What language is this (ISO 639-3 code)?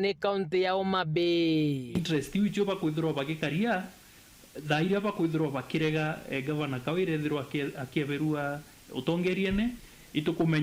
mer